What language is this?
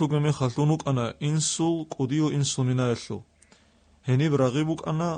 Avaric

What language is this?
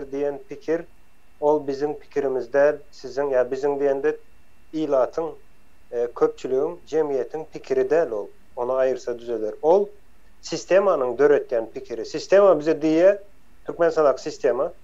Turkmen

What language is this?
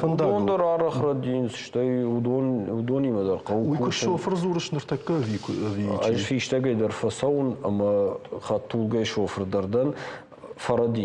Ossetic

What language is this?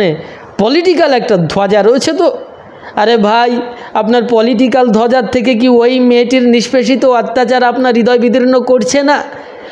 Bangla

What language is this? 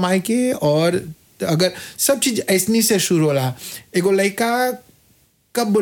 Bhojpuri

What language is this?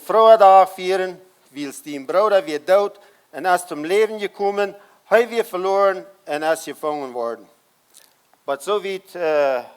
Plautdietsch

